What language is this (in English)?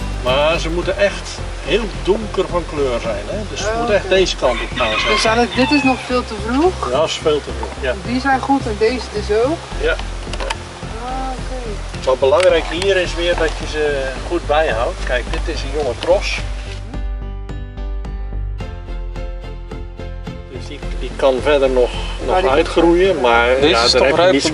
Dutch